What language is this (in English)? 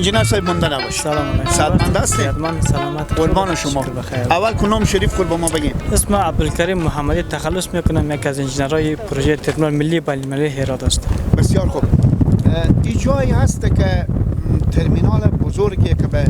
Hazaragi